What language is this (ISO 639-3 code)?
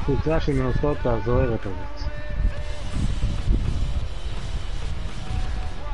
heb